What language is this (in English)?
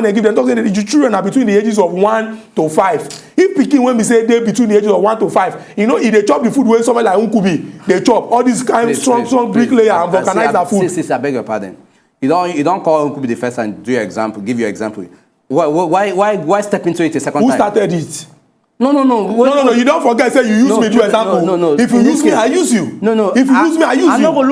Nigerian Pidgin